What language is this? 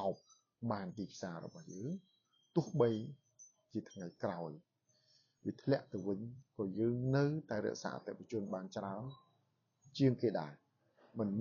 Khmer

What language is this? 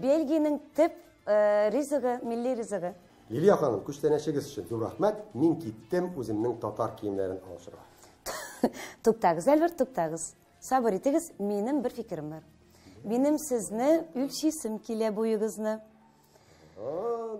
Tatar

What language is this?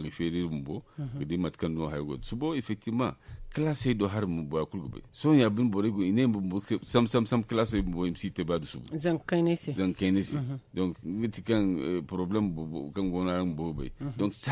Zarma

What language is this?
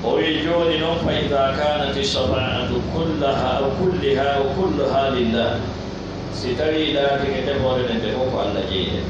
Pular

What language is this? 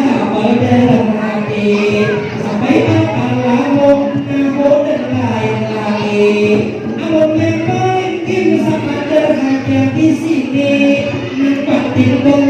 Banjar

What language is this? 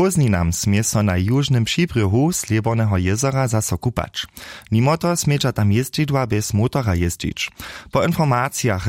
Upper Sorbian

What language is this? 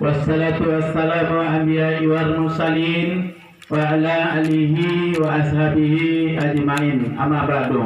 Minangkabau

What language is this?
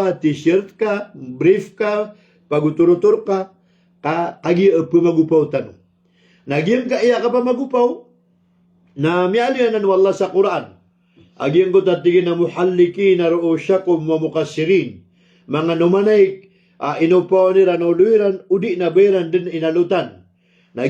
Maranao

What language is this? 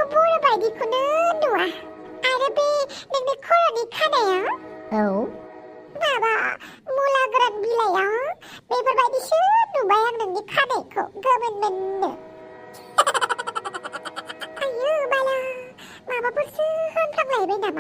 Bodo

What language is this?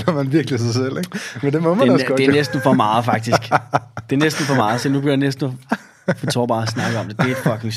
Danish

